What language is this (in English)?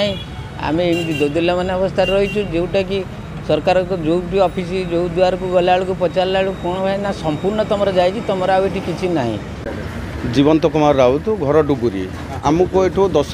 Odia